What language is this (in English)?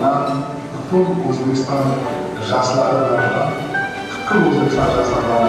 Kara-Kalpak